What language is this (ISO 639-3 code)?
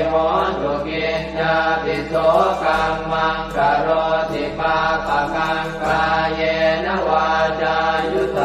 pli